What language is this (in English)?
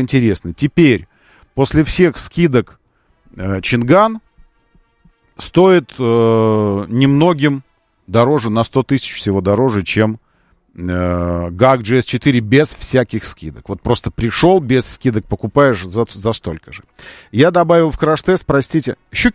Russian